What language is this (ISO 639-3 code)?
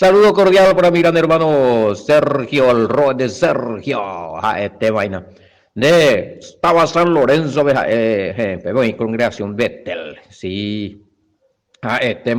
grn